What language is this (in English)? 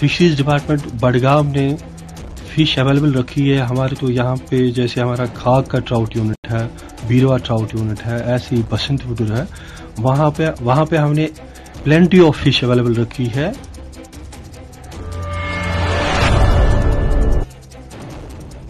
Urdu